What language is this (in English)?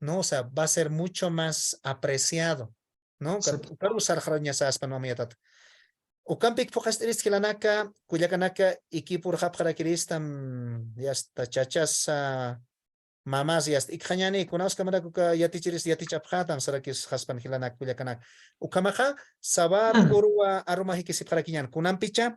Aymara